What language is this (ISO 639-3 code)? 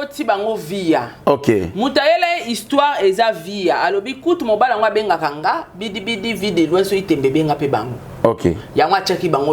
lin